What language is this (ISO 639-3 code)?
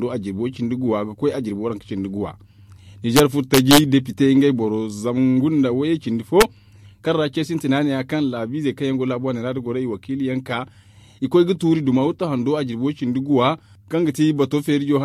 dje